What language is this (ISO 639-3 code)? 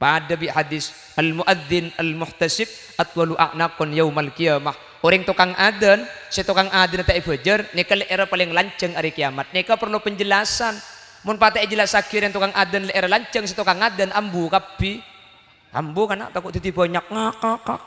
mad